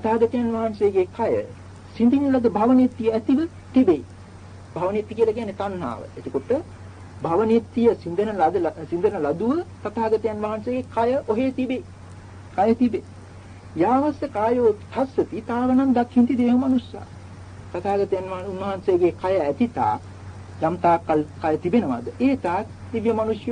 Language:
Sinhala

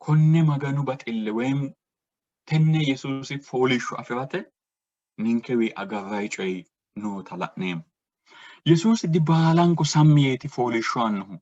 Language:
Sidamo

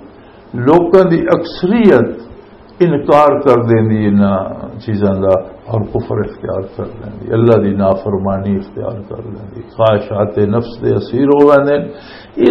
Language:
Western Panjabi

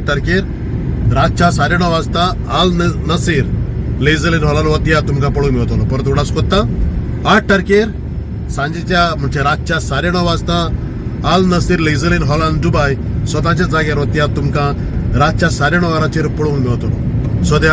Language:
Konkani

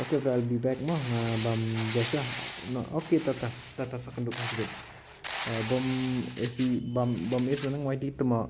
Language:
Khasi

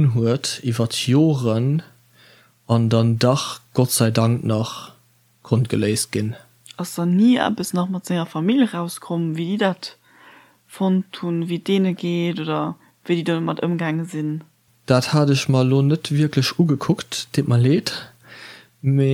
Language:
Luxembourgish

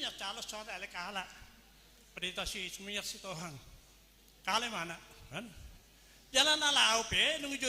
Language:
Batak Toba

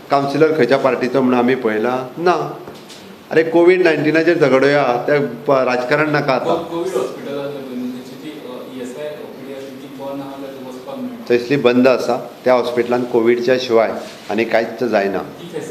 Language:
Konkani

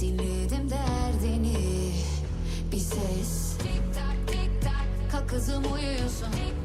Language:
Kara-Kalpak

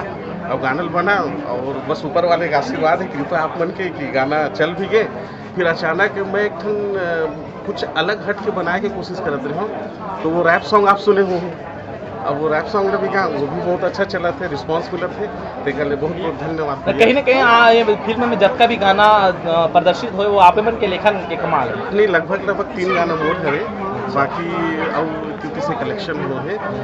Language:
Chhattisgarhi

